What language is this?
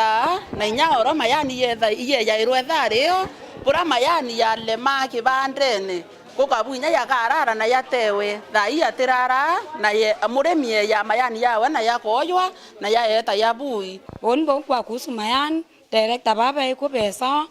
Meru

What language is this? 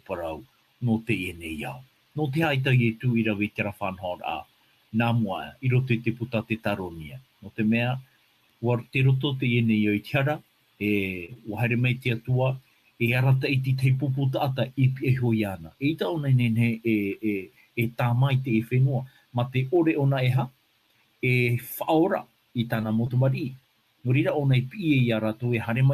Tahitian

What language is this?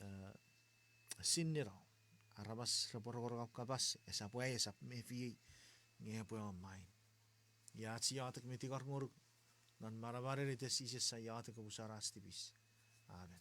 Chuukese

